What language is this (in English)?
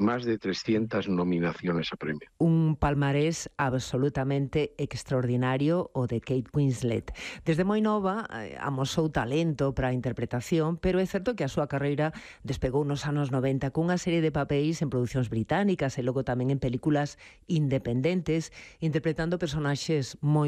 Galician